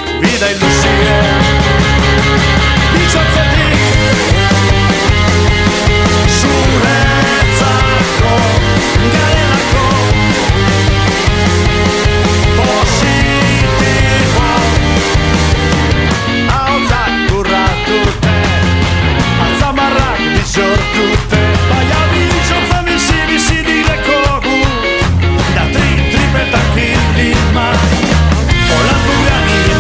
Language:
Basque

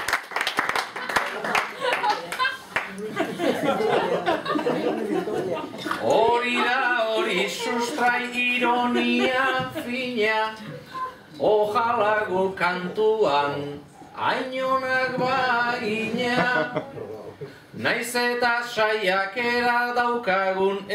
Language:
Basque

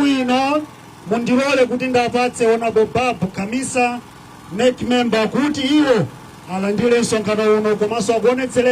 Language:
Nyanja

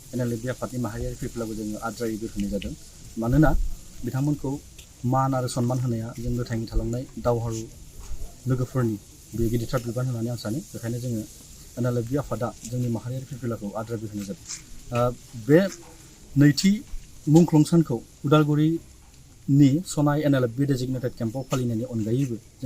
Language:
Bodo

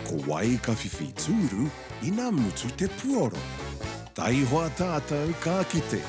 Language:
Māori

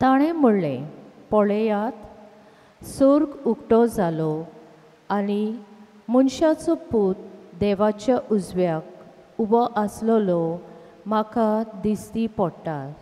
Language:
Konkani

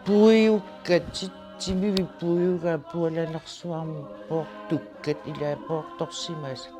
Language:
Kalaallisut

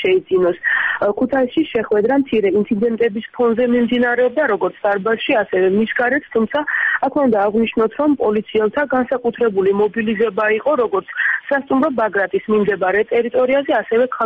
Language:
Georgian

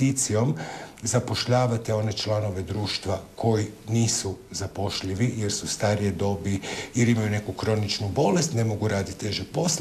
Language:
Croatian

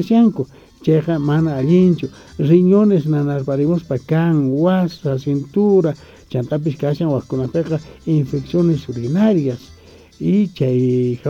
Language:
South Bolivian Quechua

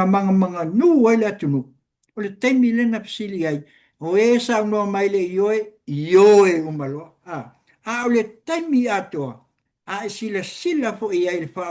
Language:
Samoan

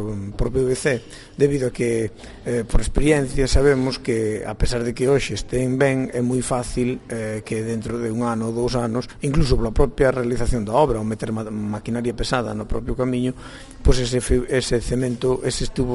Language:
Galician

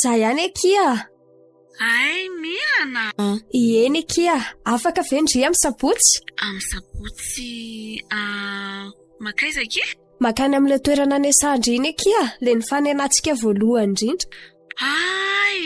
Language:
Malagasy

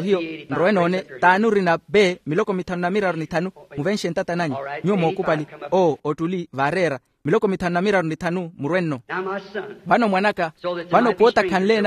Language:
Makhuwa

